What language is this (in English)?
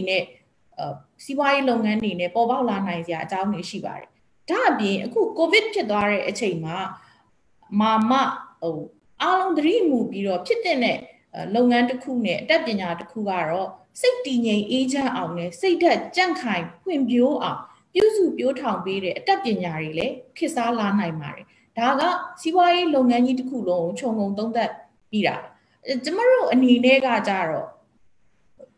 Burmese